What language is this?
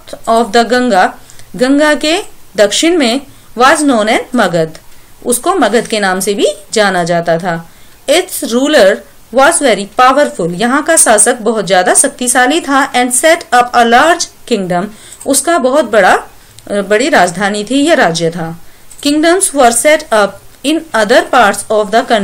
Hindi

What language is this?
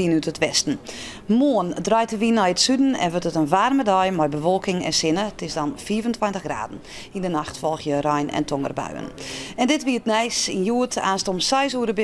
Western Frisian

